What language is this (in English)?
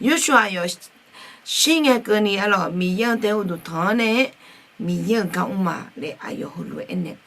Akha